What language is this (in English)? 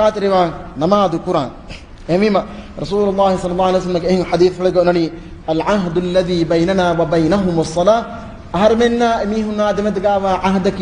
Divehi